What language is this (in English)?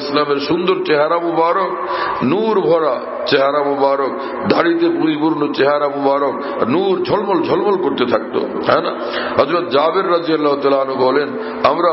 Bangla